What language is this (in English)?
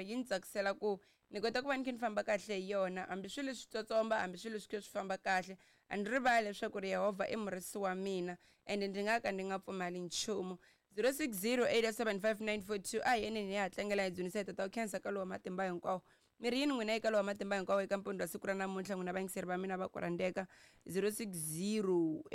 Tsonga